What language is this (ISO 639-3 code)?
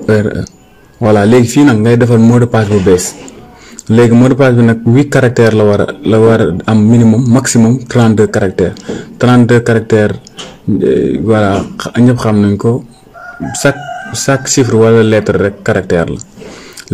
wol